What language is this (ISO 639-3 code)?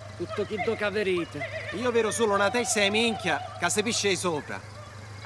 scn